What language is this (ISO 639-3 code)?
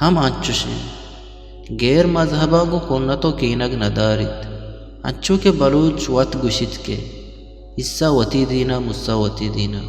bgp